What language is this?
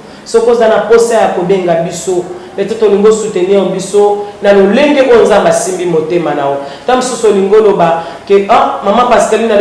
Lingala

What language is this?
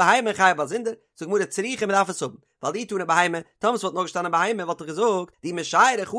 Yiddish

